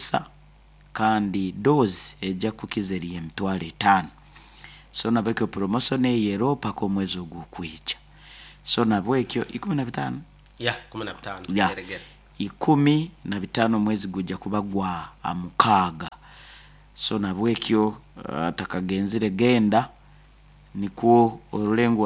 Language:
Nyoro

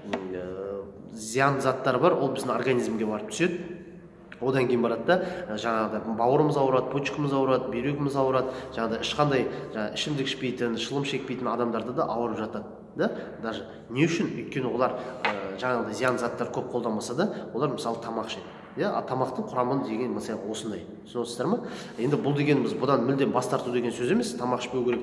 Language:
Kazakh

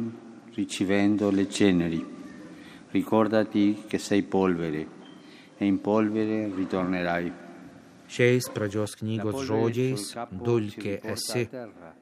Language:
Lithuanian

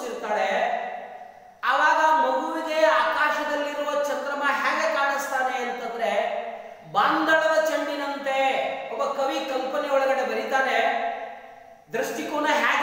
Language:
Kannada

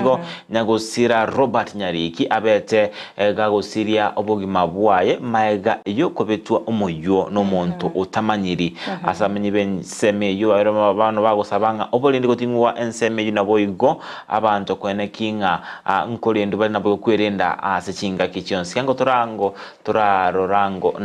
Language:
Gusii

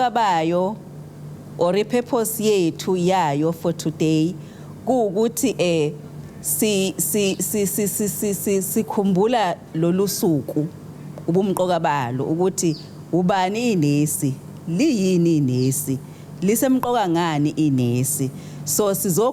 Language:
Zulu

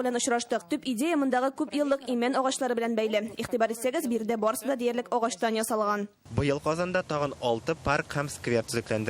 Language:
Tatar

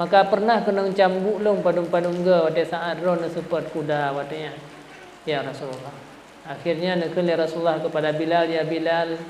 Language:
Achinese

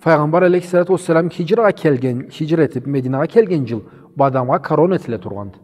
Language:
Karachay-Balkar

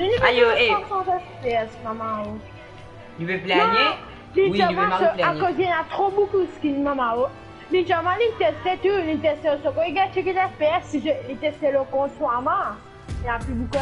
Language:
Morisyen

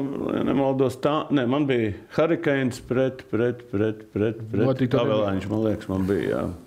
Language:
Latvian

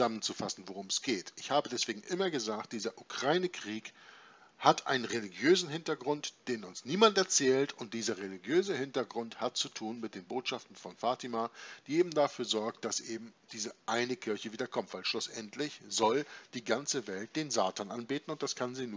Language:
German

